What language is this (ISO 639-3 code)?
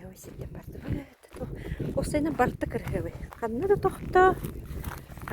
sah